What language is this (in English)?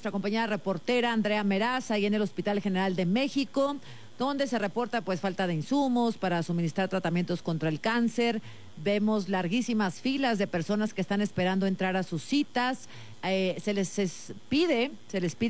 Spanish